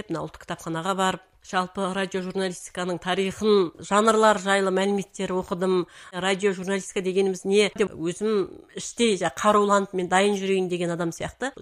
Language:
Kazakh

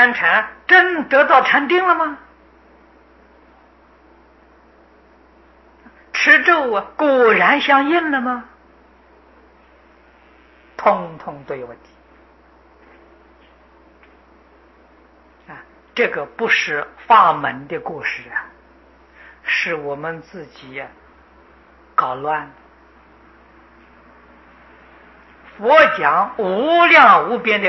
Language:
Chinese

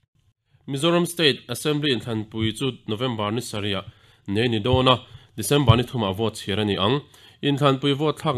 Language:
Mizo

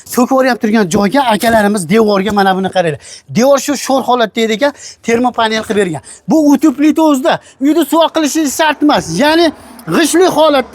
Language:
Uzbek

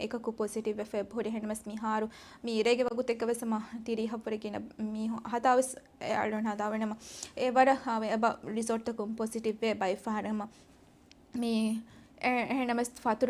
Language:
Divehi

